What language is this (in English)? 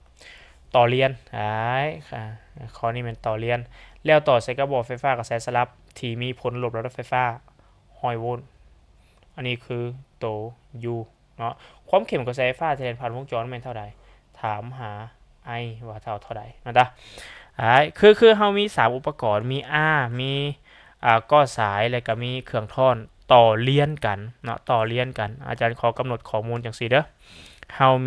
Lao